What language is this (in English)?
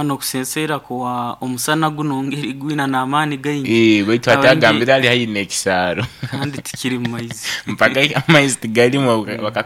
Nyoro